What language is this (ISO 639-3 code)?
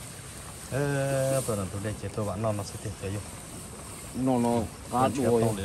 vie